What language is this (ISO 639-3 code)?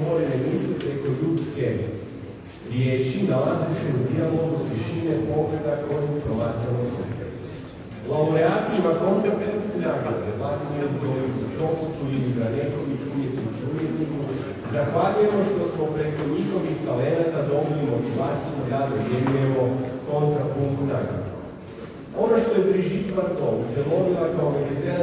hrv